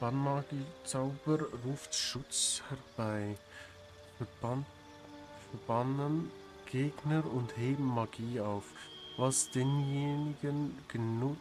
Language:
Swiss German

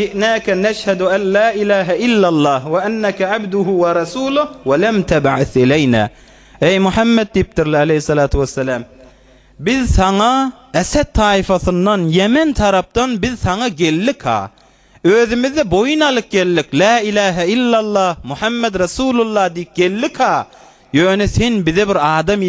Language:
Turkmen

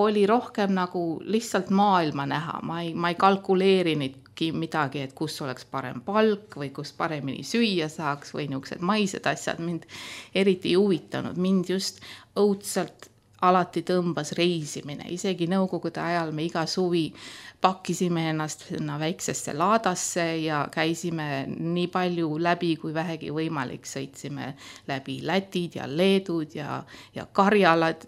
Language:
Estonian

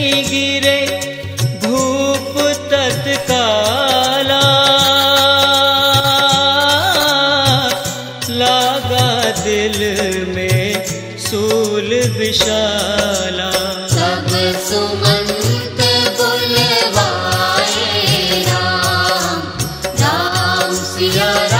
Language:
Hindi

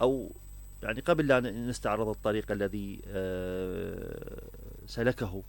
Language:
Mesopotamian Arabic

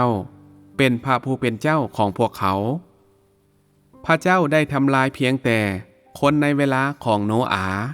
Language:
Lao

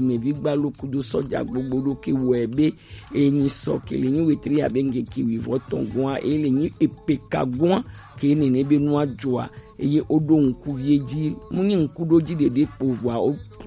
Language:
Gen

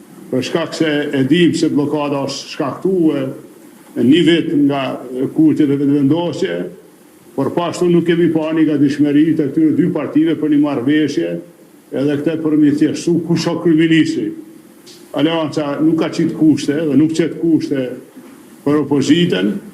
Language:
Albanian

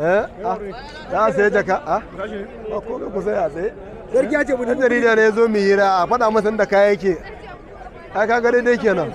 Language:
Hausa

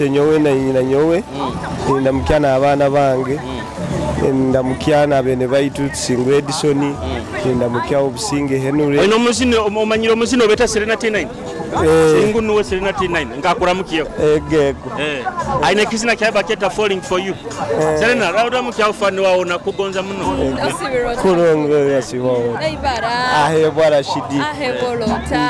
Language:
Nyoro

